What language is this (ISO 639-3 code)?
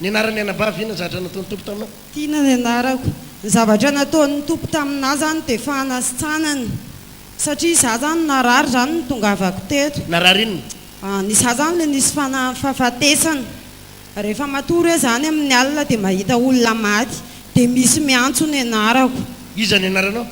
mlg